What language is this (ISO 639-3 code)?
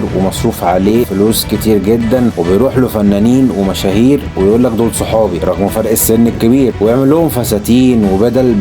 arz